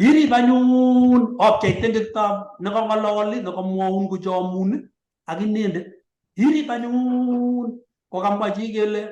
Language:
Kalenjin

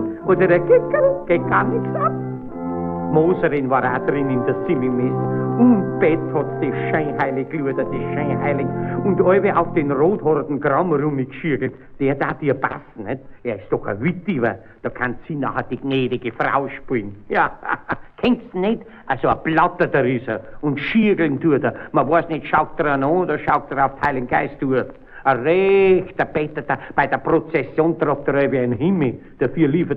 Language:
Bavarian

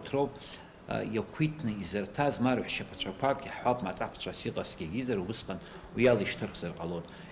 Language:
Abkhazian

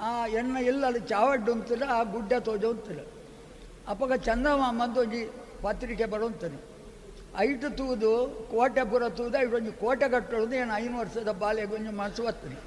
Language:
Tulu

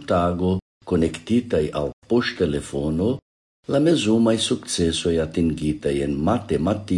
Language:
Esperanto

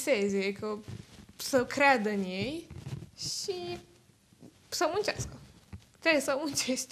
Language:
Romanian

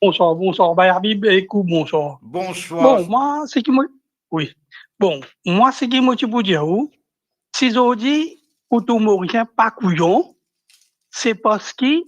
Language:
Morisyen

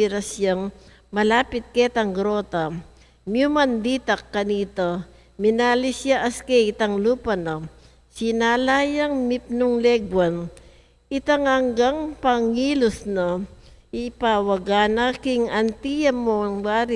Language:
Pampanga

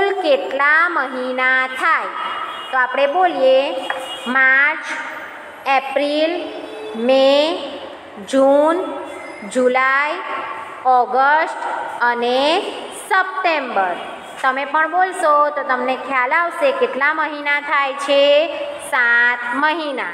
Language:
Gujarati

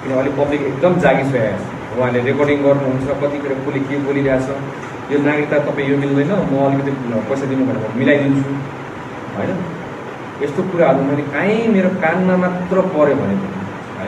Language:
Nepali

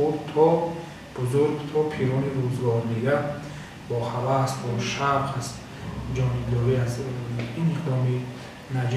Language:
Tajik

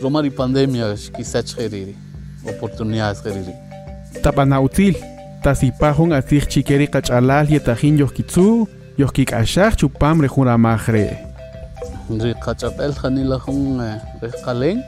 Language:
Kaqchikel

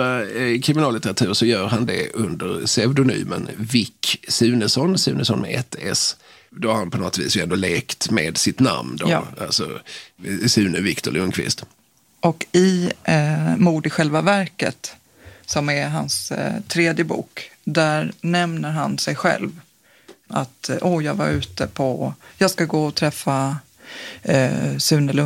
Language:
Swedish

